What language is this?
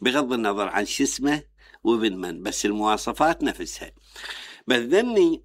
Mesopotamian Arabic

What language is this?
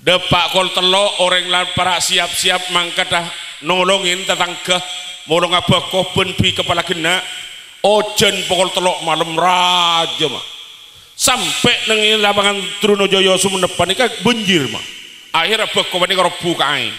Madurese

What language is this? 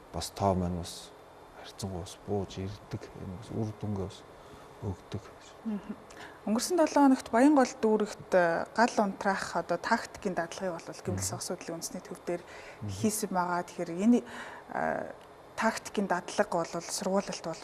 Mongolian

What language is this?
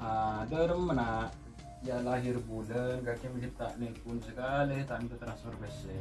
Madurese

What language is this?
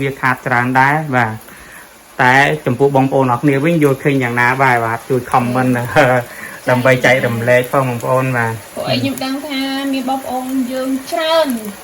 Khmer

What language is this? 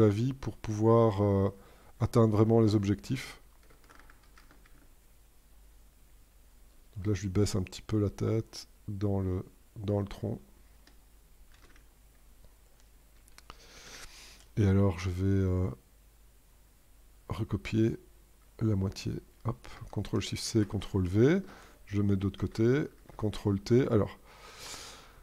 French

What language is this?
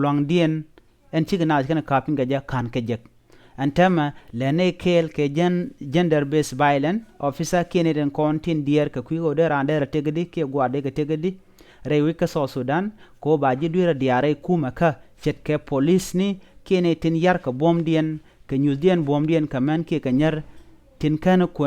Nuer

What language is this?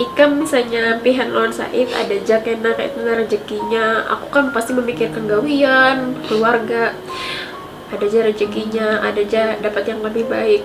Banjar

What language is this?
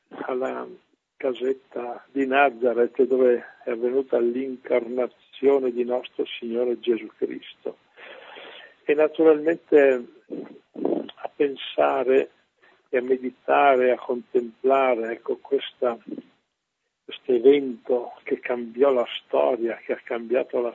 Italian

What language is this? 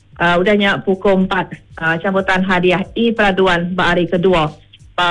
Iban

